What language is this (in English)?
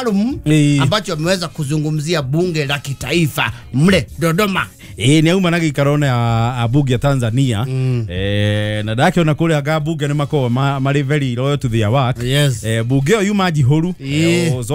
Kikuyu